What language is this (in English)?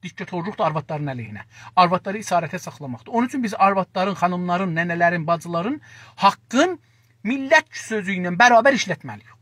South Azerbaijani